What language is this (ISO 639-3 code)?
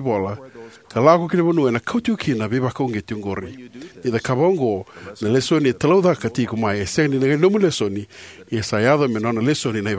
fij